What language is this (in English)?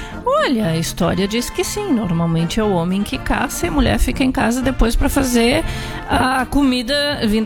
Portuguese